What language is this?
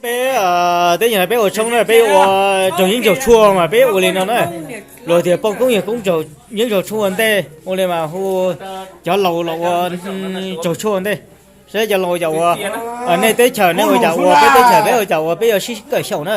Hmong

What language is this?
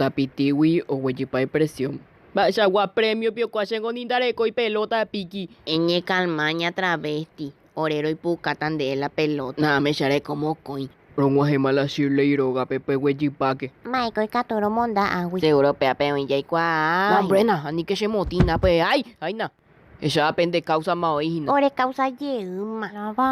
Guarani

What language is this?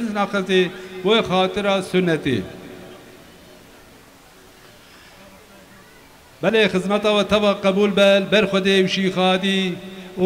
Kurdish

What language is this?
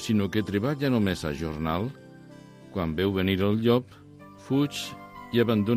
Catalan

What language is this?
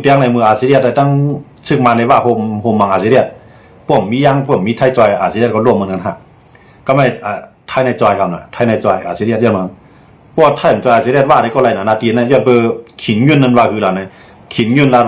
Shan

